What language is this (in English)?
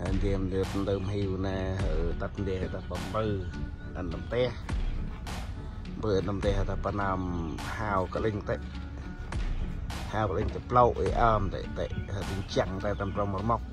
Central Mnong